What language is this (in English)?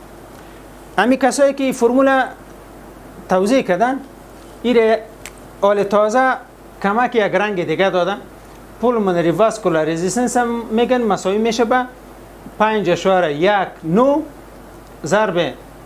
Persian